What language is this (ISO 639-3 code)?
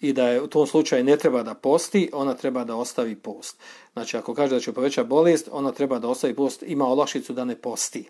bos